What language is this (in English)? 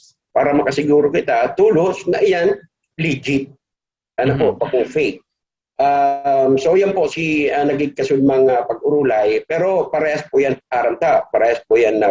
Bikol